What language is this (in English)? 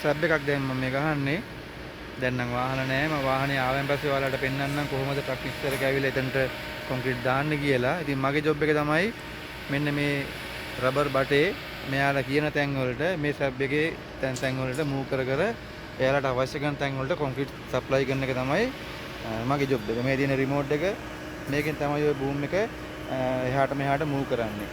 Sinhala